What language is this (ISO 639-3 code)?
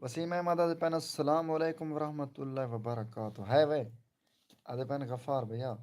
skr